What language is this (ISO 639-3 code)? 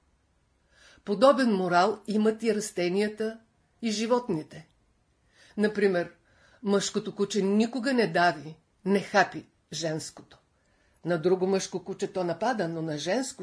bul